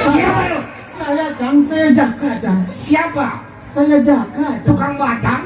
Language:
Betawi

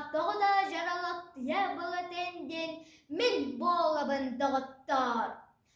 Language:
Yakut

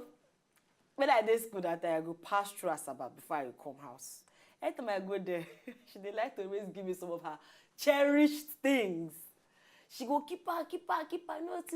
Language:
Nigerian Pidgin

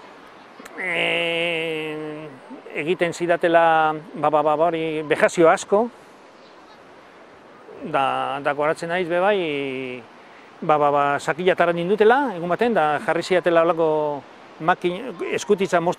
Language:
Basque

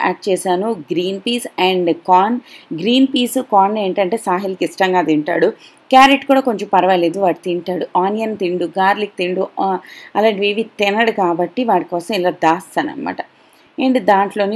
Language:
Telugu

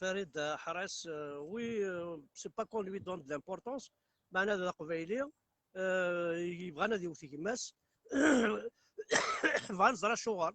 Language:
Kabyle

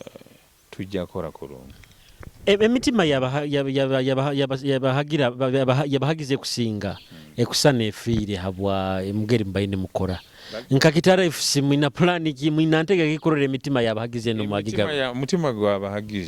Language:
Nyoro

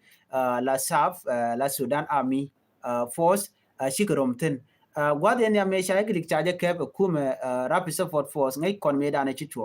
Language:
Nuer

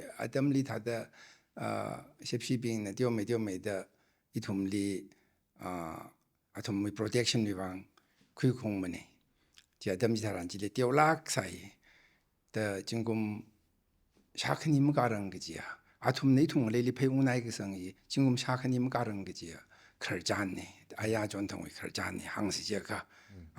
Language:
Tangkhul Naga (India)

